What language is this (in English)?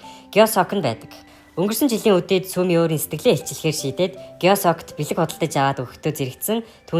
Mongolian